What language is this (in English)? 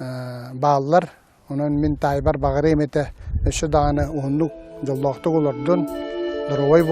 Yakut